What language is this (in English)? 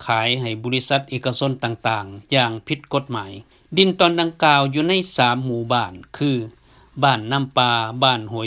Lao